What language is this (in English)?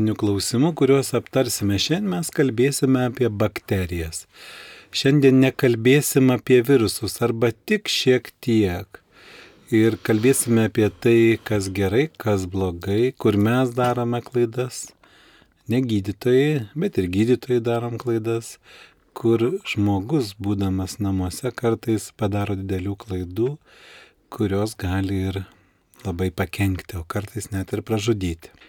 Lithuanian